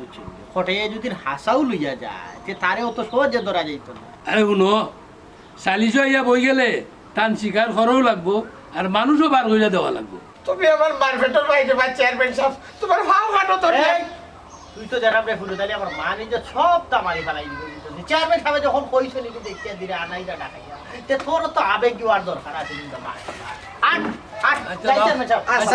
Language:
Sylheti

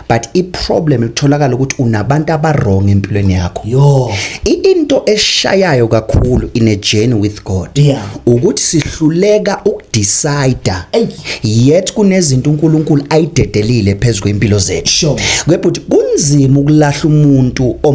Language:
Zulu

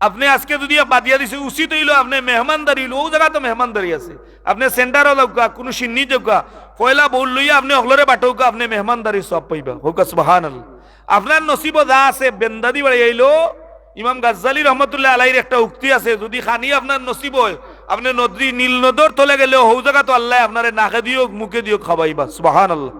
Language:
Sylheti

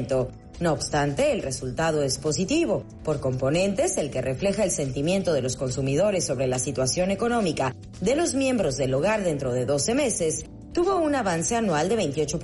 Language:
Spanish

